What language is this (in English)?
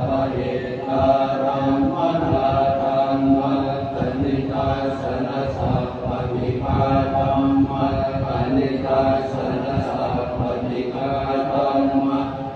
Pali